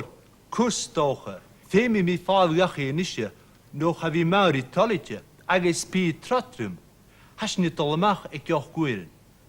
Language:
Scottish Gaelic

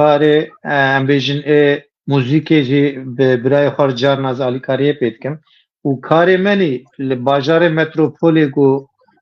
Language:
Kurdish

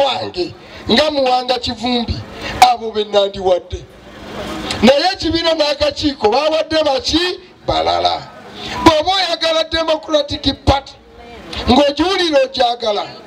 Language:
Ganda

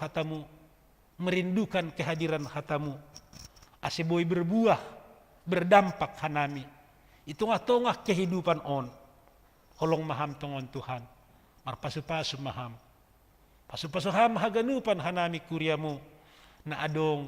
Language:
Batak Simalungun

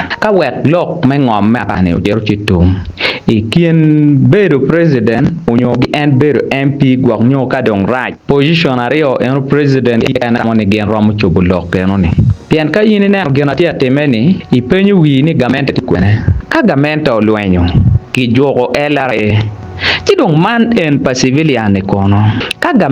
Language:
Acoli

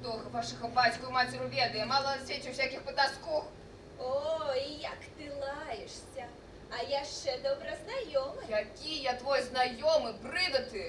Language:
Belarusian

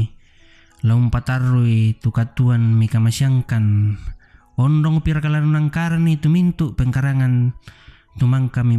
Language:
Toraja-Sa'dan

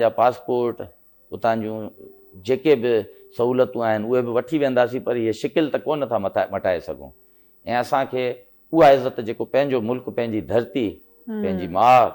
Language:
Sindhi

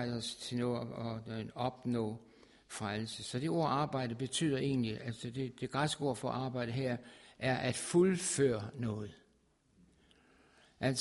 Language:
Danish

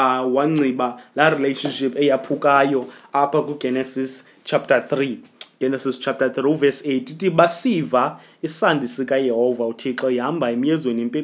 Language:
Xhosa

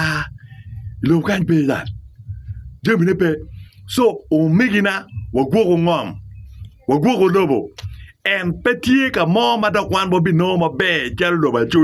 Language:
Acoli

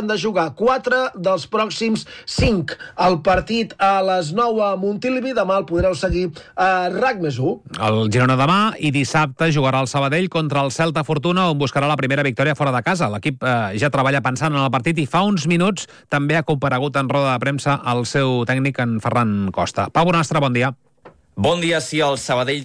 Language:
Catalan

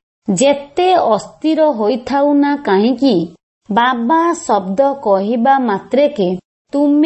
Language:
Odia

